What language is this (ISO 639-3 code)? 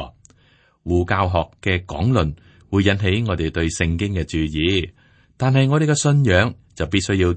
yue